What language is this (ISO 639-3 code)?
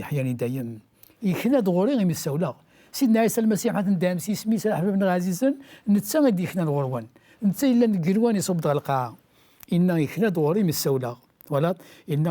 kab